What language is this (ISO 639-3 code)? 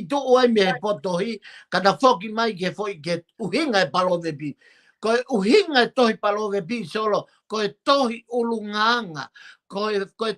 ton